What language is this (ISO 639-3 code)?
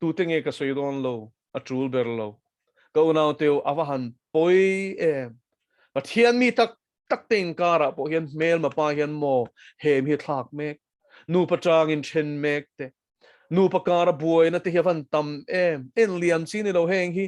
lus